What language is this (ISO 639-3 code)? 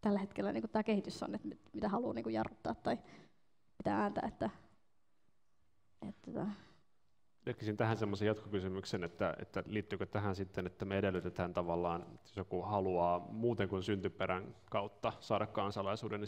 fin